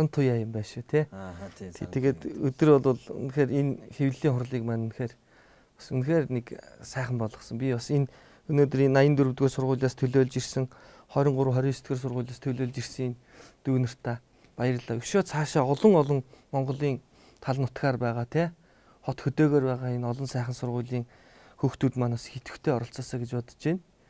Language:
Mongolian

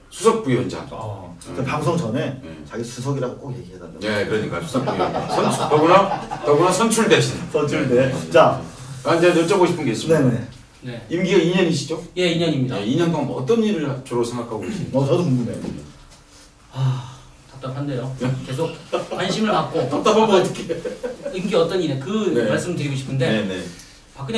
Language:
Korean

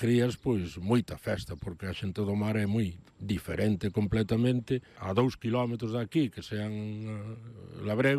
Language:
Galician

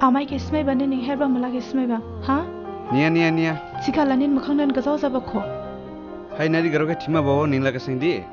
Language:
Dimasa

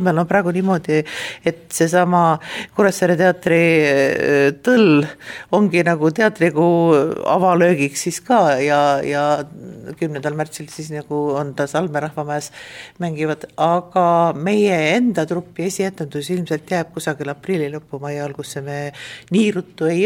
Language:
Estonian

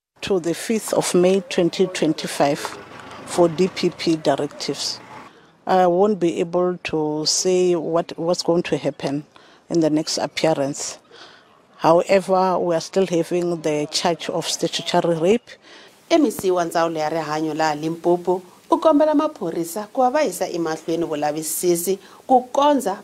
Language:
Tsonga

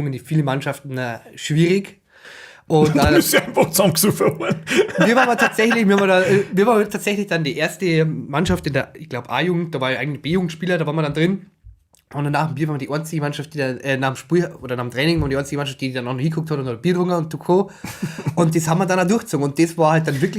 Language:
Bavarian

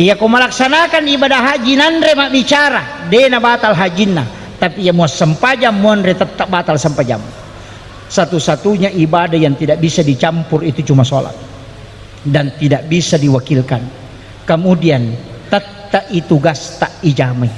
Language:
Buginese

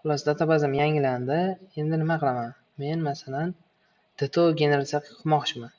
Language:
Uzbek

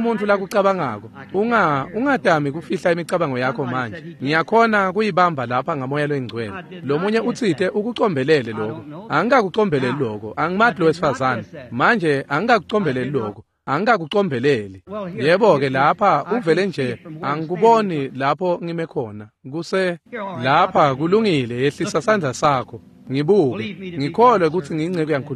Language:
Swati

